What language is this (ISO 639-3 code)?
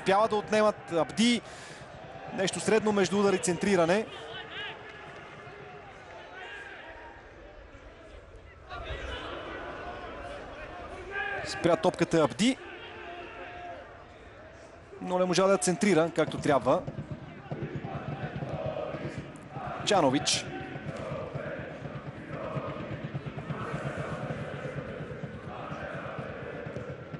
bul